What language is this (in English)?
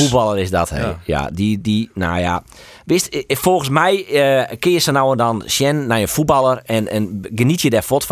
Western Frisian